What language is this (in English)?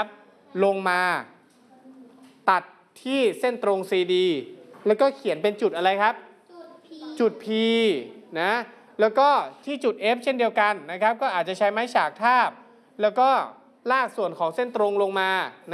Thai